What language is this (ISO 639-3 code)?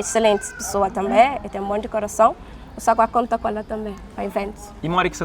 kea